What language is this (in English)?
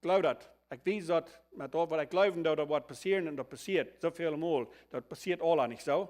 Plautdietsch